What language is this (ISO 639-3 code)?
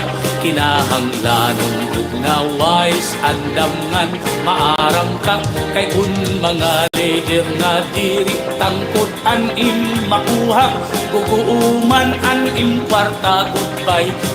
war